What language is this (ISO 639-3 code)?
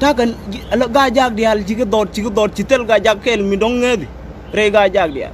nus